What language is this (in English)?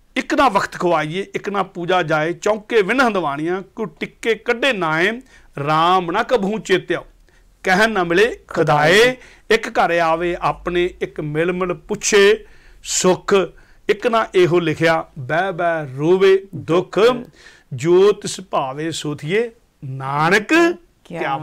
Punjabi